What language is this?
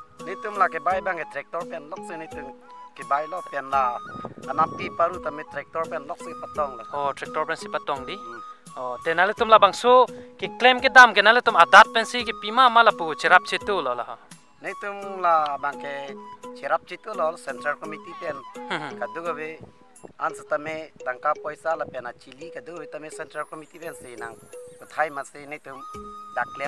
Karbi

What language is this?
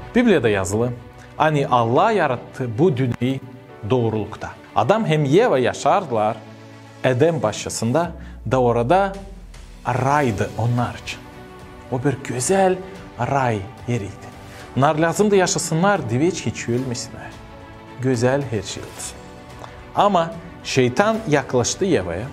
Gagauz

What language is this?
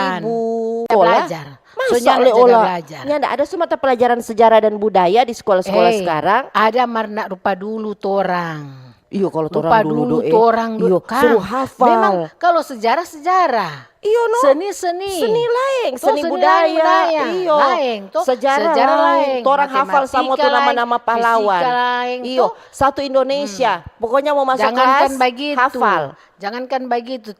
Manado Malay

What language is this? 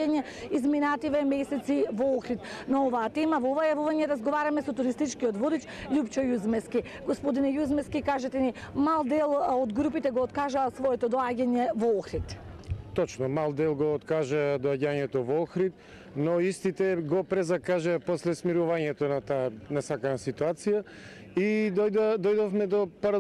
Macedonian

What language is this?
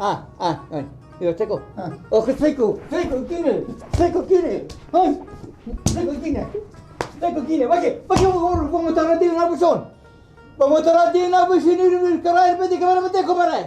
Persian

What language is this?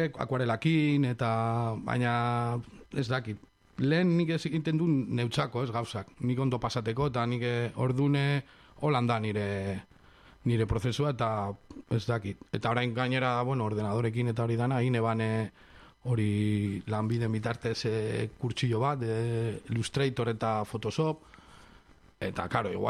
Basque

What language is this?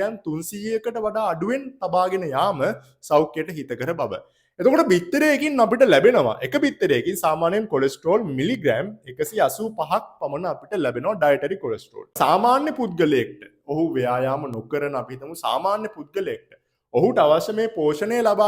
Sinhala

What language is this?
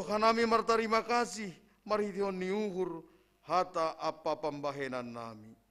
Batak Simalungun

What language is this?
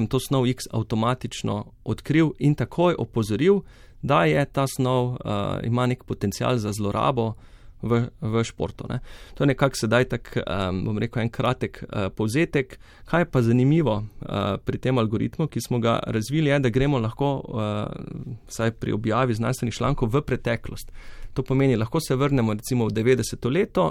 Slovenian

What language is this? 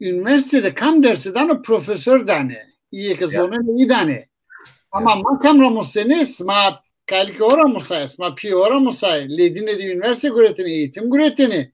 Zaza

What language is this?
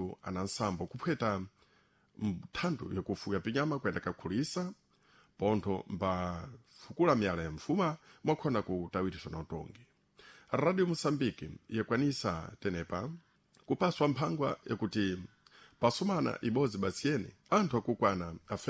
Sena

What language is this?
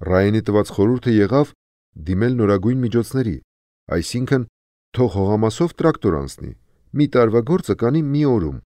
Armenian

